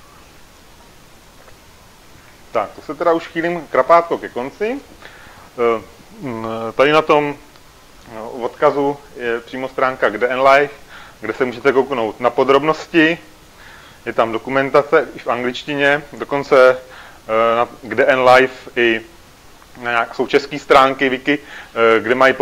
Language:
Czech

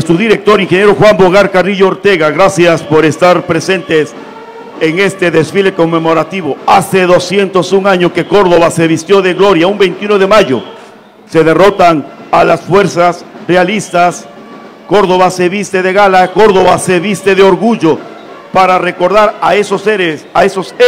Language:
Spanish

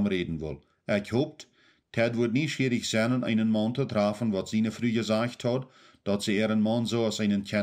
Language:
Plautdietsch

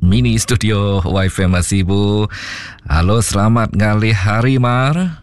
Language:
Iban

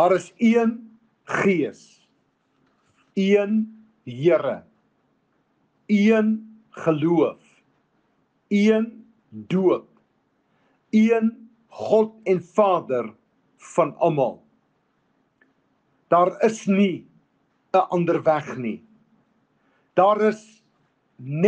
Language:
Afrikaans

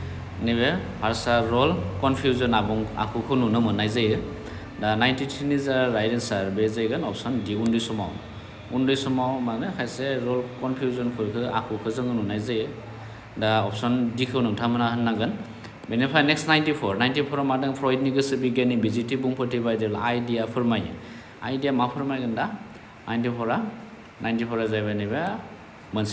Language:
Bodo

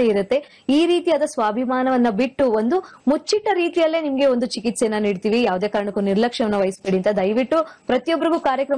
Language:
Kannada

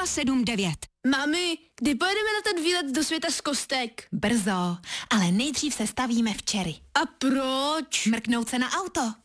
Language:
Czech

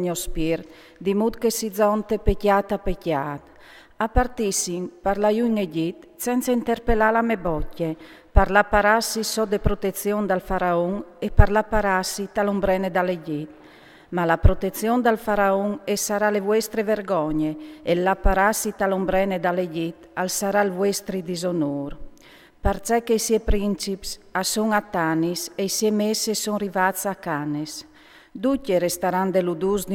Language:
Friulian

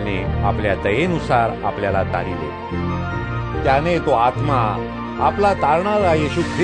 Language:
Marathi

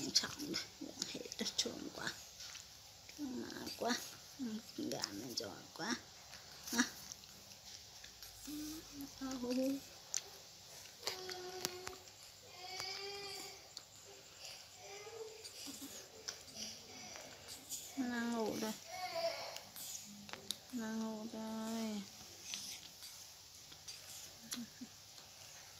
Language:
Vietnamese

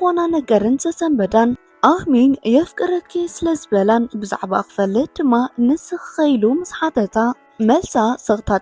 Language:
Tigrinya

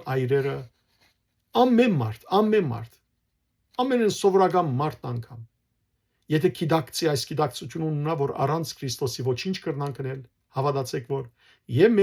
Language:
Western Armenian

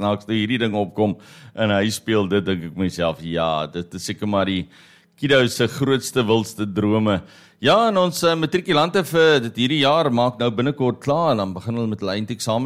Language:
Afrikaans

